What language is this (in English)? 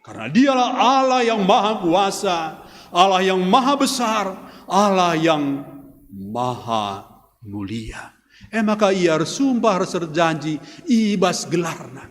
Batak Karo